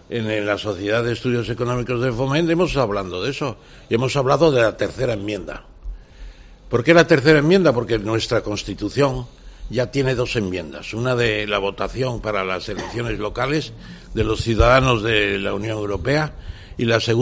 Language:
Spanish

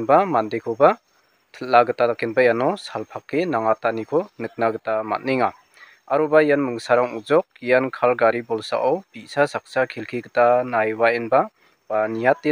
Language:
Garo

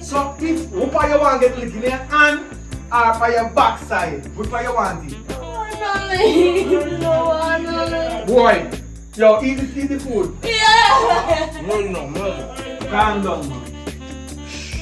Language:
Jamaican Creole English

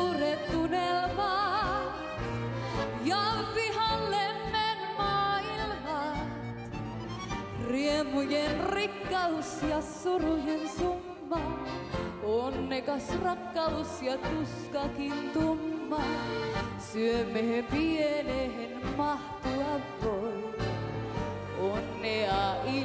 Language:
Finnish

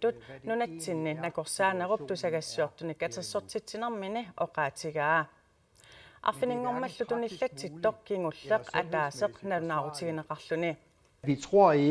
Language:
Kalaallisut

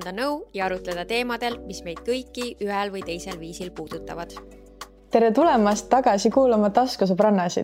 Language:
Estonian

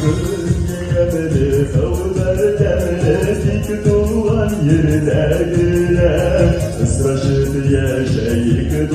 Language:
Bashkir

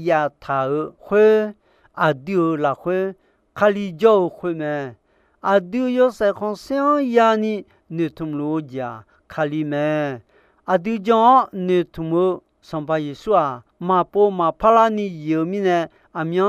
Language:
Akha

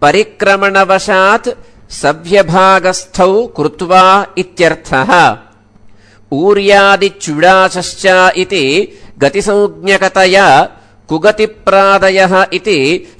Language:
Sanskrit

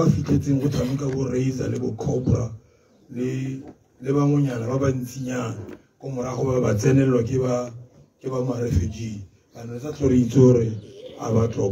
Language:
Tswana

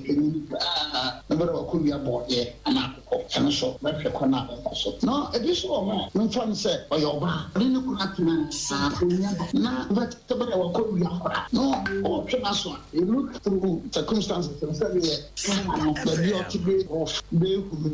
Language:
Akan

